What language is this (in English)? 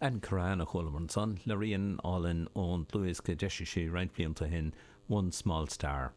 Irish